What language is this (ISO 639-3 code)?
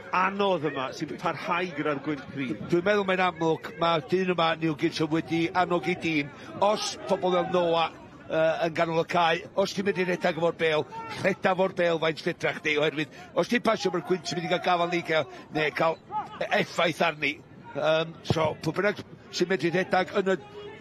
cym